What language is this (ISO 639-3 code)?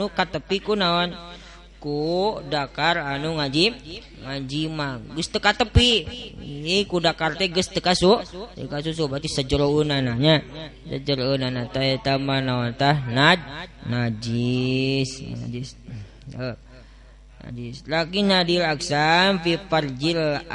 sun